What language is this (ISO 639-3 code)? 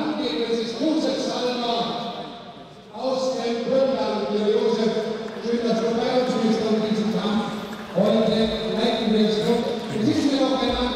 deu